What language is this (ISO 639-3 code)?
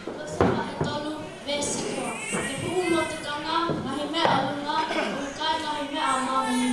ton